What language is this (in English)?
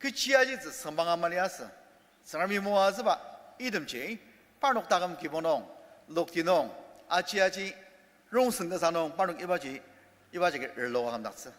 Ao Naga